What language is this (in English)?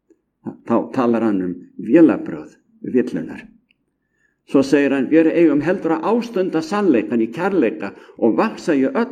Icelandic